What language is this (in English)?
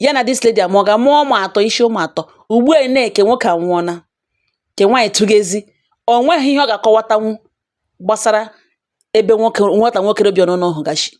Igbo